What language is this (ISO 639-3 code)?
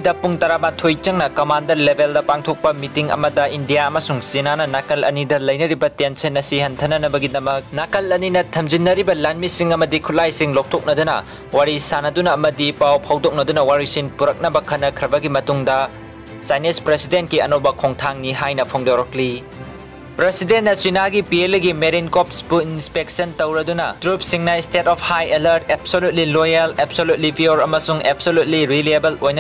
mni